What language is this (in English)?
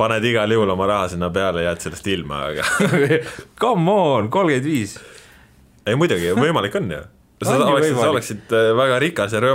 Estonian